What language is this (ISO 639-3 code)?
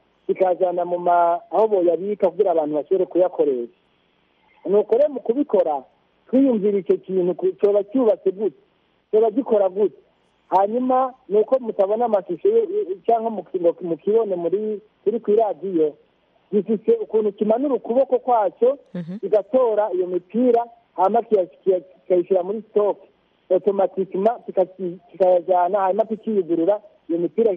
kin